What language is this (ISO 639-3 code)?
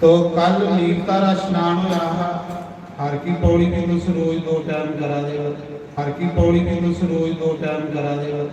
doi